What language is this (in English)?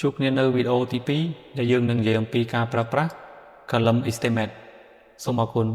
Khmer